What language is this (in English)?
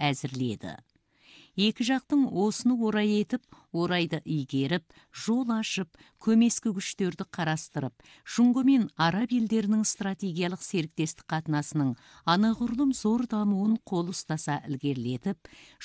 Kazakh